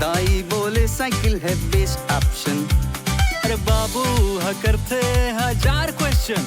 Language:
Chhattisgarhi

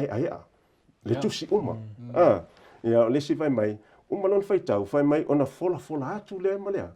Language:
Samoan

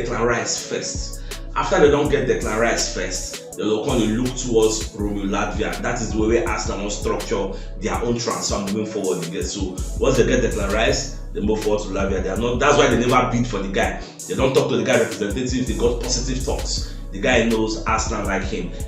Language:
Nigerian Pidgin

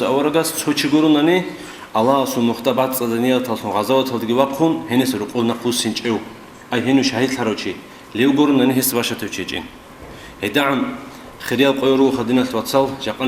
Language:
Avaric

